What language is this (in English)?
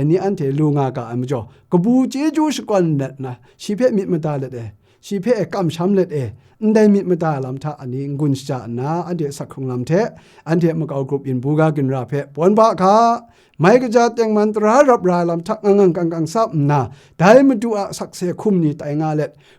Kachin